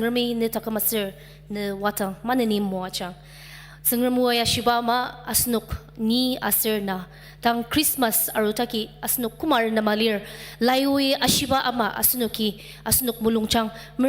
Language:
Ao Naga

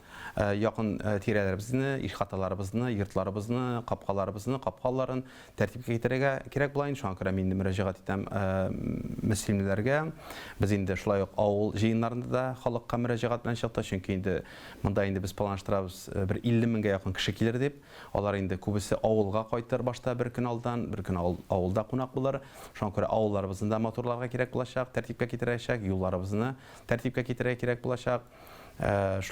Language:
Tatar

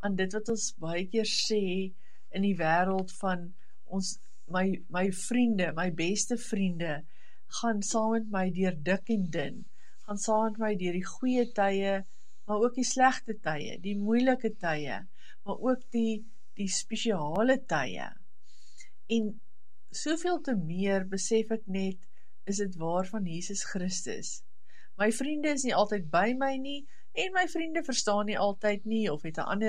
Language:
Afrikaans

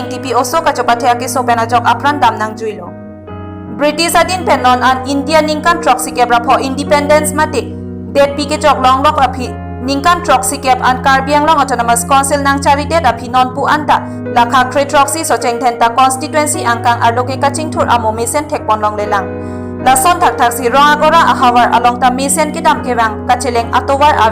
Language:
Karbi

